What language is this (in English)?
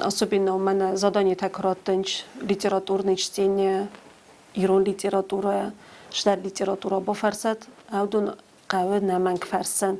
Ossetic